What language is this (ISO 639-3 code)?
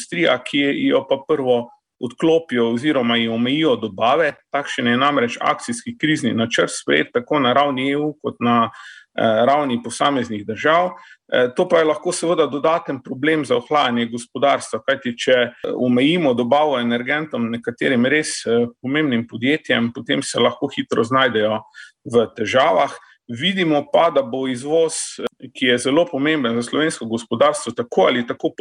slv